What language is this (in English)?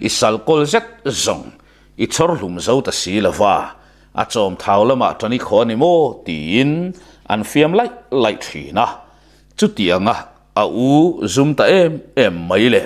Mizo